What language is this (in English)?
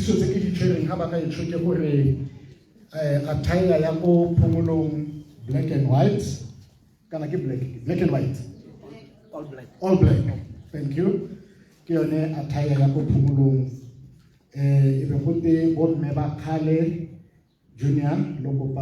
Tswana